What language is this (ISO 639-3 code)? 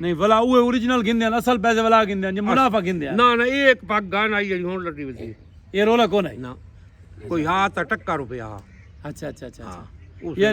skr